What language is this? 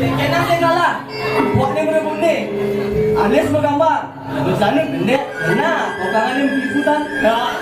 Balinese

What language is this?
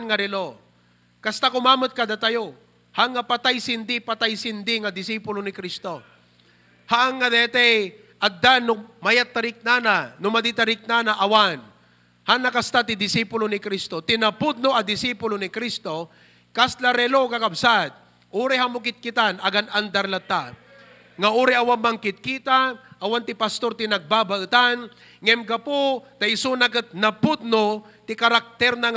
Iloko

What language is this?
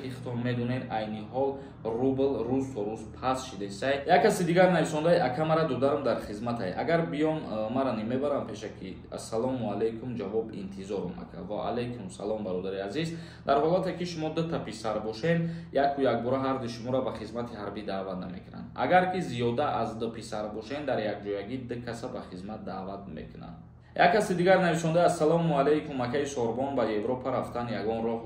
Tajik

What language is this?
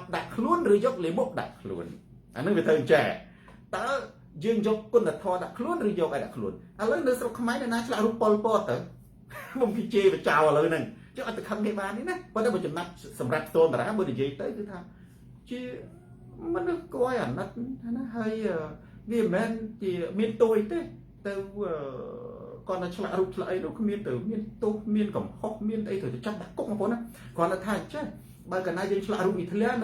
Khmer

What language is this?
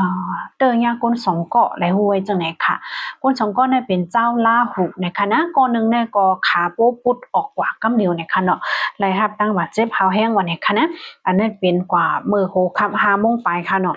Shan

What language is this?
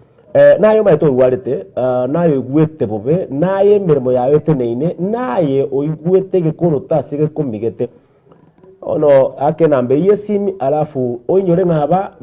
Gusii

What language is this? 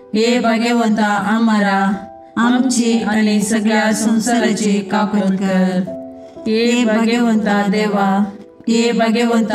Konkani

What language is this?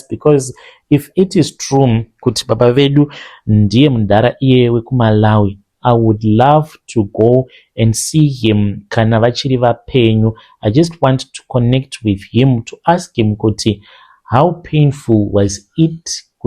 Shona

